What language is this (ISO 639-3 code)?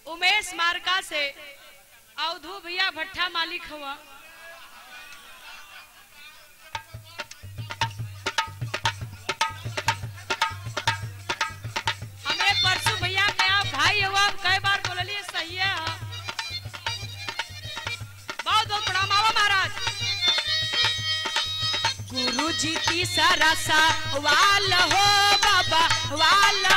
bho